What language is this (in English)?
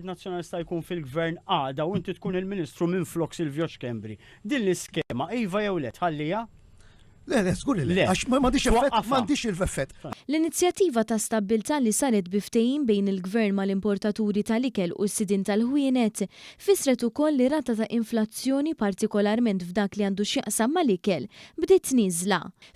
Maltese